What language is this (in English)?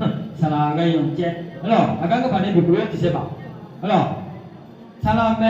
Akha